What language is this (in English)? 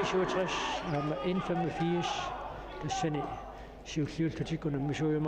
Kalaallisut